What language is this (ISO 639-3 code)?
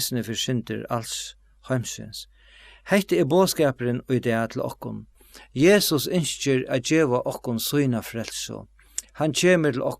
fao